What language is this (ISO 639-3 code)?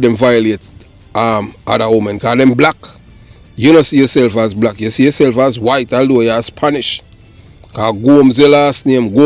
jam